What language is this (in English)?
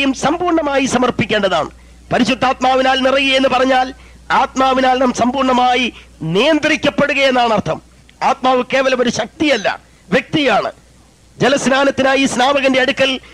Malayalam